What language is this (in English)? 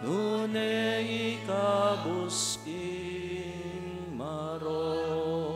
Pampanga